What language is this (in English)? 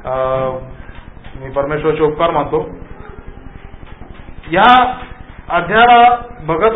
Marathi